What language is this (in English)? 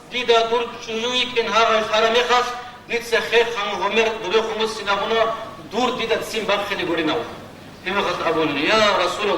Avaric